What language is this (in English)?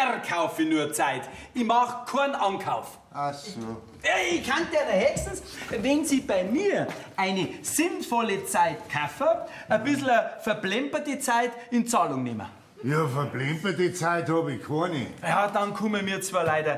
Bavarian